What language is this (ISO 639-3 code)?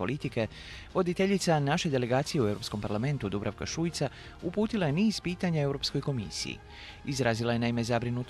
hrv